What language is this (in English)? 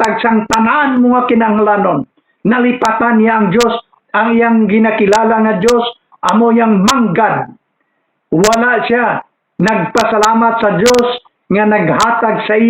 Hiligaynon